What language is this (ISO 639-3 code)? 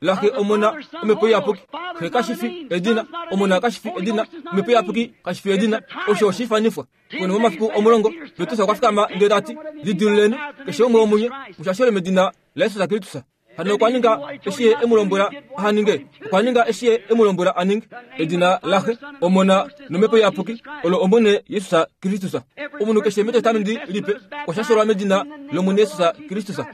kua